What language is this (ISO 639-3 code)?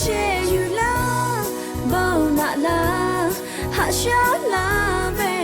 lhu